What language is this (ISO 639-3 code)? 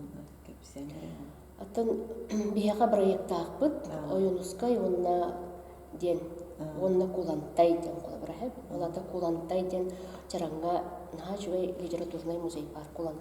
sah